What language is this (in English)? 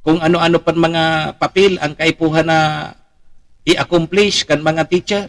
Bikol